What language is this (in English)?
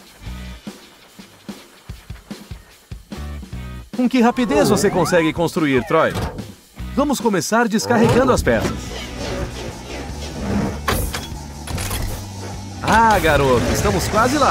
Portuguese